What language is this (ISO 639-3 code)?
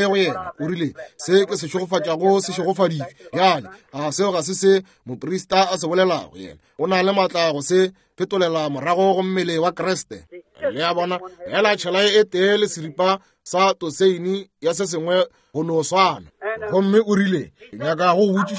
nso